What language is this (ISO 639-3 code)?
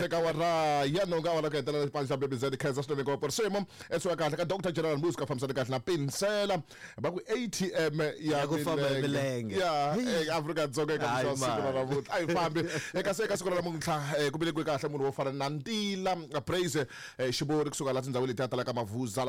tso